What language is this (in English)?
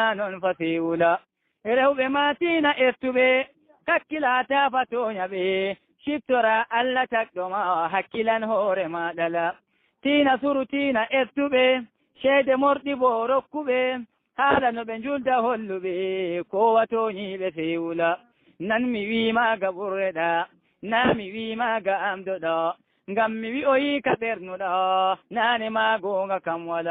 Fula